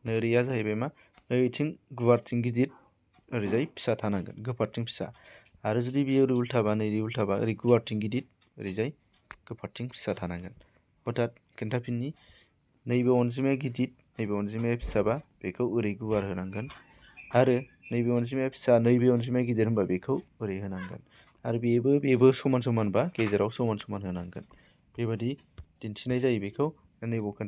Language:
Bodo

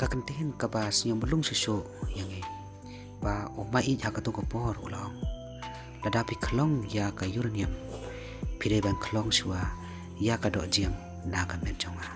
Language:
Khasi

